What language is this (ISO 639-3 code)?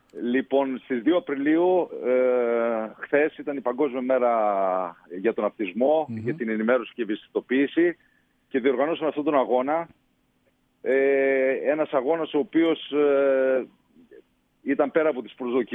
ell